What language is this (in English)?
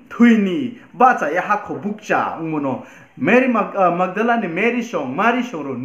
Riang (India)